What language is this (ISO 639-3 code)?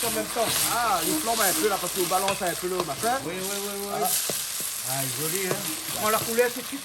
rcf